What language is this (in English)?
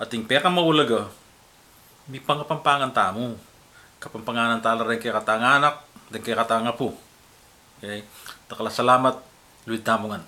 Pampanga